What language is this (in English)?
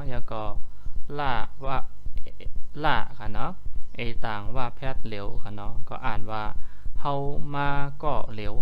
Shan